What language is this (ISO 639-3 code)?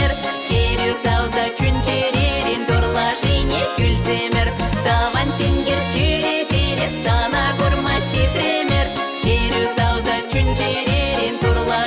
chv